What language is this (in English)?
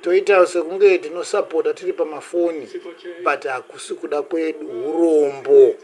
Shona